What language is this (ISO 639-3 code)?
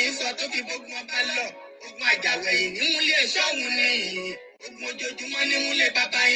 yor